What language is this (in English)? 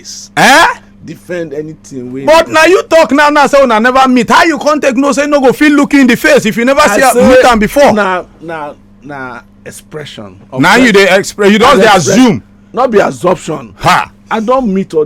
Nigerian Pidgin